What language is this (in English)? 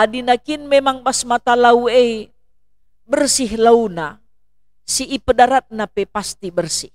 Batak Karo